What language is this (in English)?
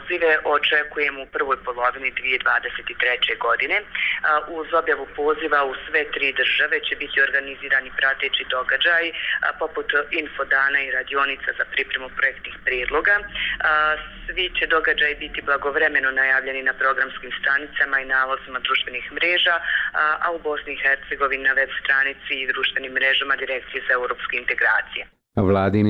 Bosnian